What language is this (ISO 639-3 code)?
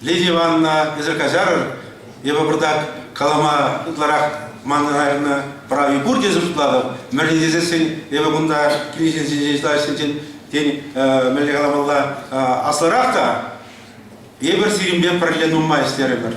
chv